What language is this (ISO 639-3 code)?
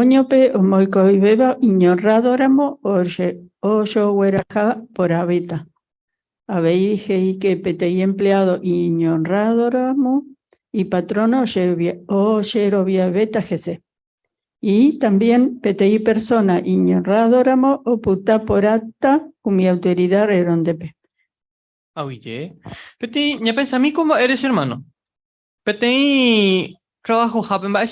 grn